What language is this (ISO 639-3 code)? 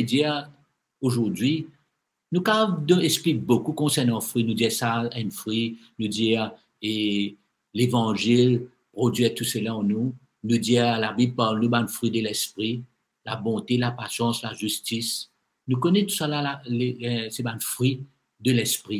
mfe